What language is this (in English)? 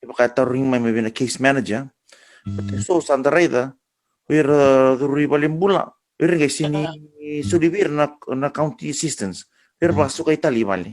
Fijian